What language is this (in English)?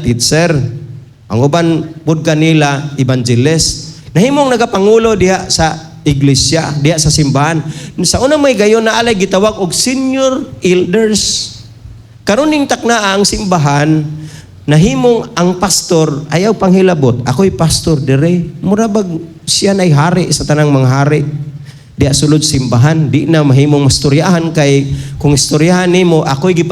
Cebuano